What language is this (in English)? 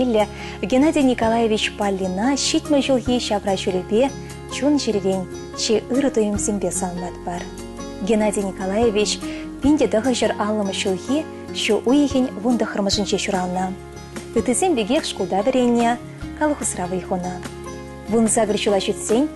Chuvash